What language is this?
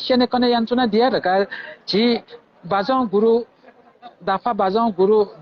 Newari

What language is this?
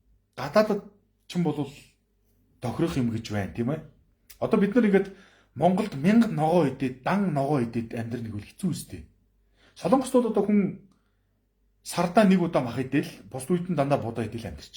Mongolian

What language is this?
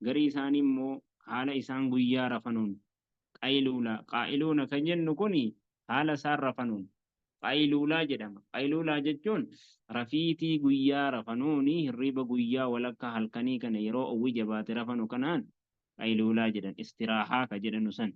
Oromo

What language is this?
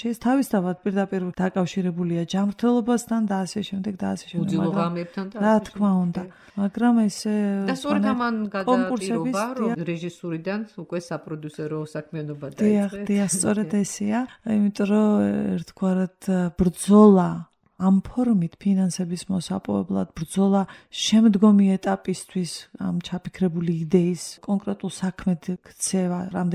Georgian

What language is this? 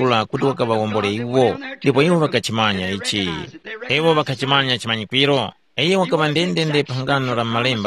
Tumbuka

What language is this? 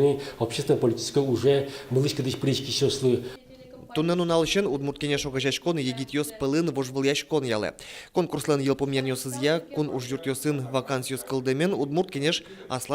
Udmurt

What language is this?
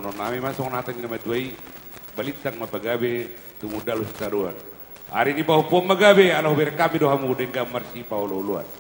Batak Toba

